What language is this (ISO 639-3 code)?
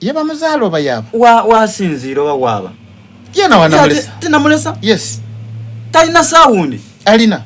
xog